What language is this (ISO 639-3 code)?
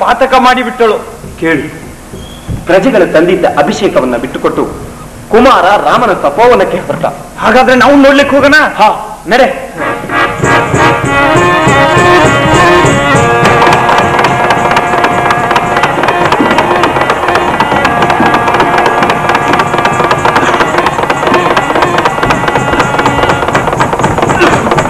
kan